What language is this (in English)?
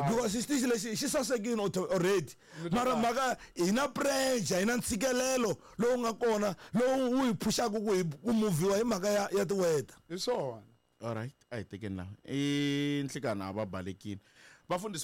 Tsonga